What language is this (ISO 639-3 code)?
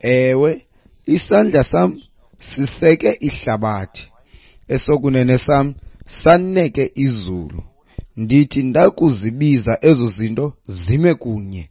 xho